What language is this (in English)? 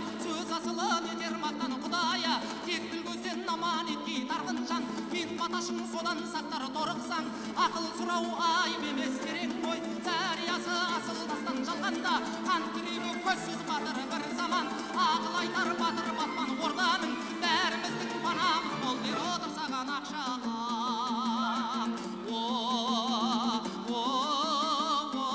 Kazakh